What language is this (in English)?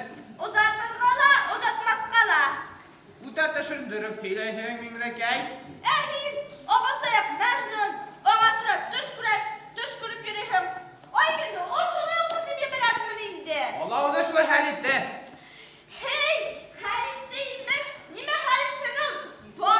Bashkir